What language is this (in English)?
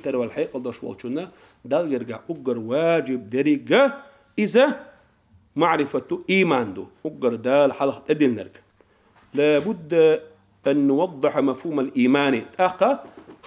Chechen